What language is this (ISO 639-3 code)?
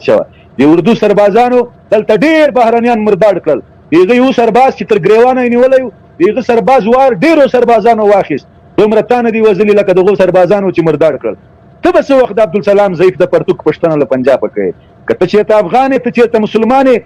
pus